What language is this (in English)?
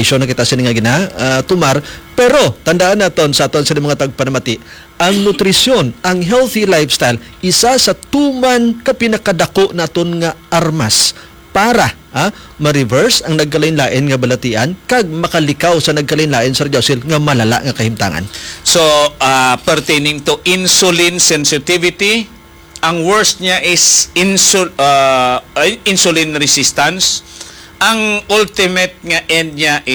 Hiligaynon